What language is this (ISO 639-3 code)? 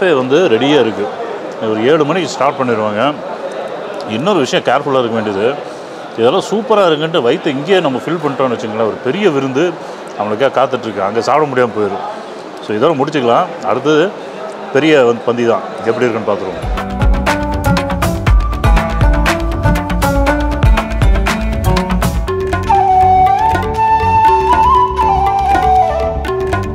tam